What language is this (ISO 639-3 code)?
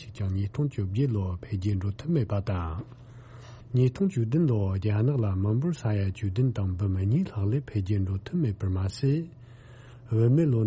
bod